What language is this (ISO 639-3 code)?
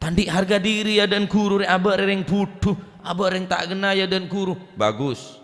mad